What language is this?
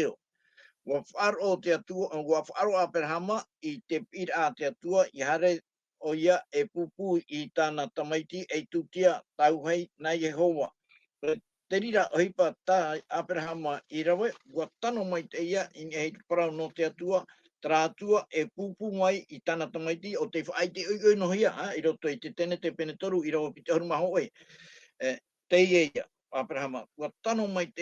Tahitian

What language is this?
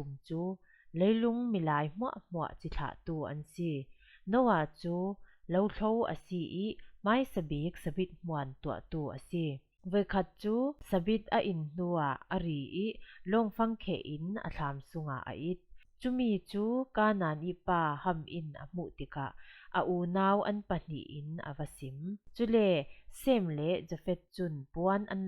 Falam Chin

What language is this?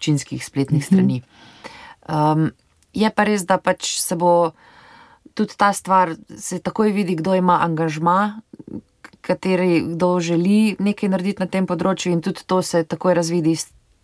Slovenian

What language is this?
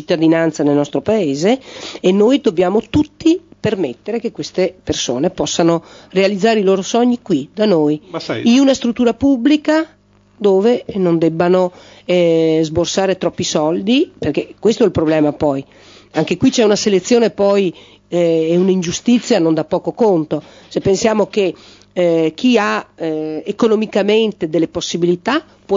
Italian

